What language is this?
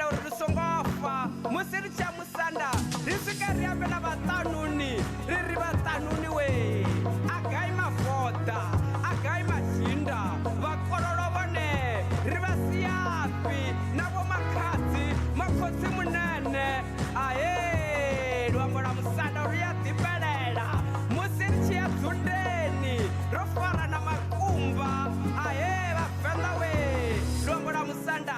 Venda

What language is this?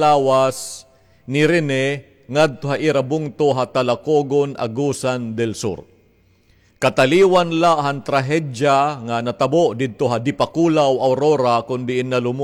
Waray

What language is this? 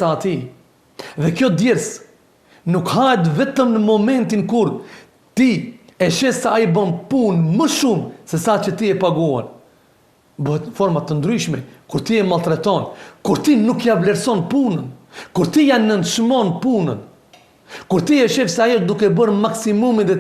Albanian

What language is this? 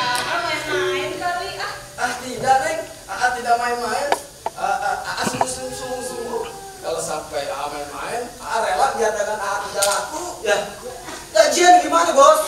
Betawi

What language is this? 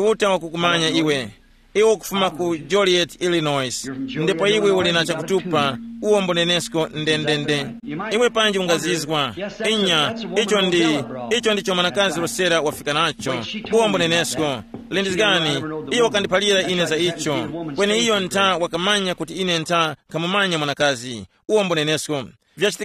Tumbuka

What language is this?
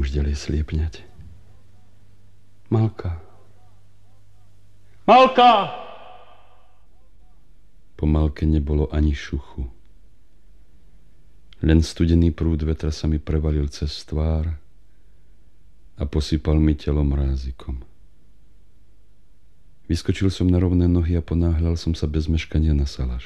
Slovak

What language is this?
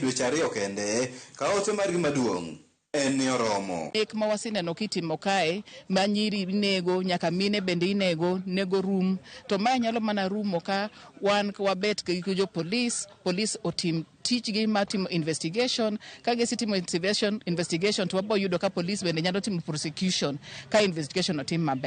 Luo (Kenya and Tanzania)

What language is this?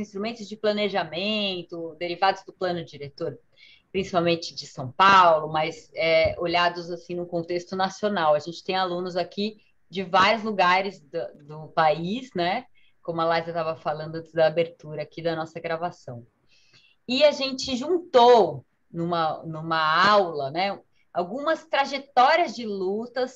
Portuguese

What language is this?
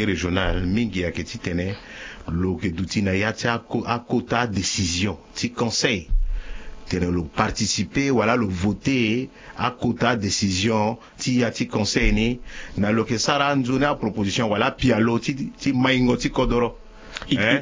Sango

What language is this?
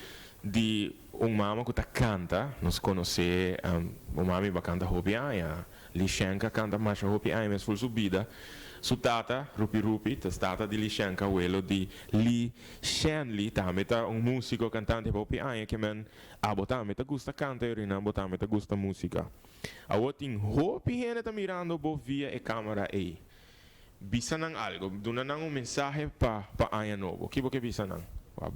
Papiamento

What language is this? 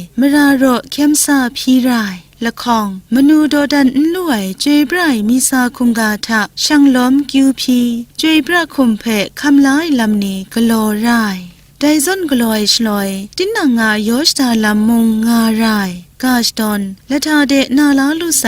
Kachin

